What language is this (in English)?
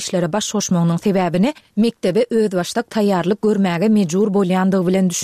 Turkmen